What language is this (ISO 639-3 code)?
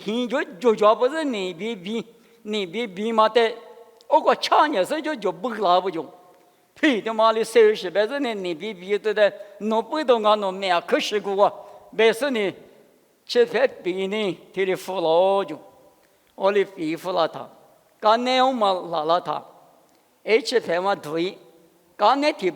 lis